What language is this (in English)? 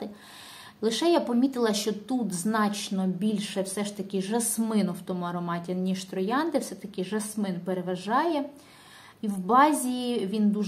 Ukrainian